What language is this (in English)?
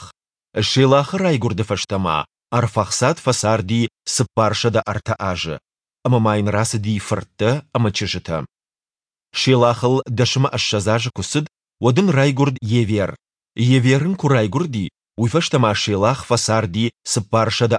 Ossetic